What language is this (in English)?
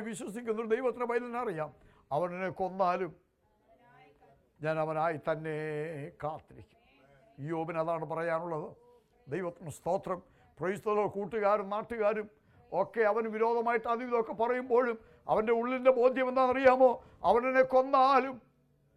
Malayalam